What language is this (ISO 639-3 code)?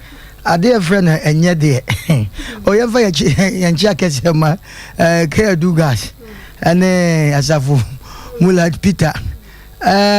aka